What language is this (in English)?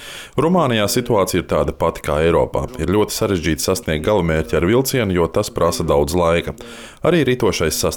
Latvian